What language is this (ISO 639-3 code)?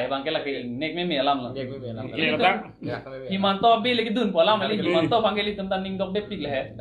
mjw